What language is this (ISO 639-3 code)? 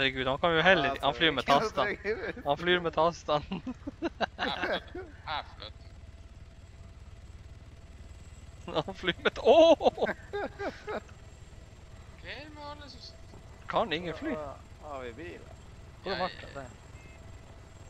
nor